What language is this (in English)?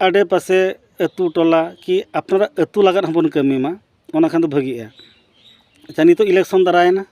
Santali